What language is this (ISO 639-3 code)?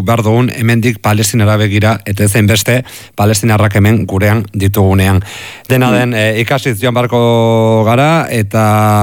eus